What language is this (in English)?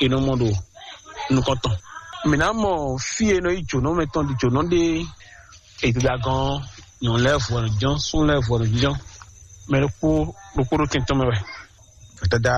Fon